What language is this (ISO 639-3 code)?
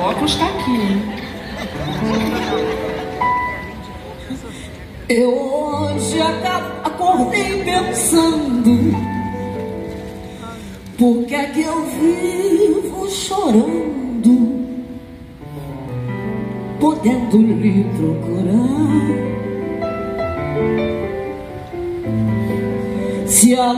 por